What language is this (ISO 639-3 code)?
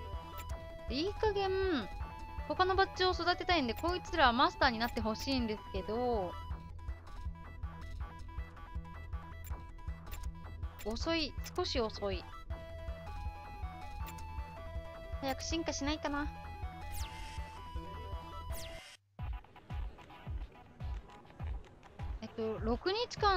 jpn